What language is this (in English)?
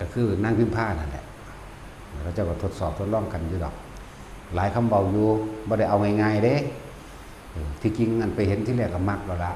Northeastern Thai